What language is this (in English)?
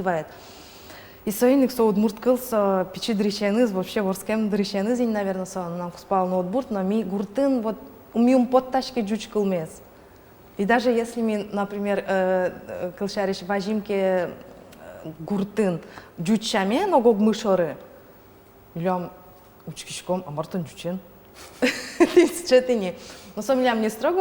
Udmurt